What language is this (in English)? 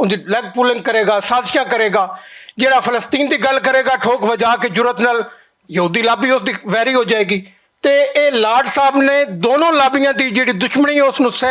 Western Panjabi